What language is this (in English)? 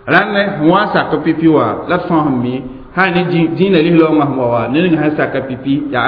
Mossi